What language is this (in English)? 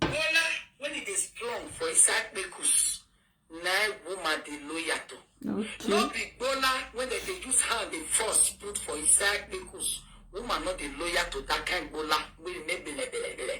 Nigerian Pidgin